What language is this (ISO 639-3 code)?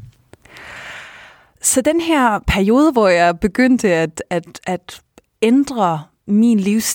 dan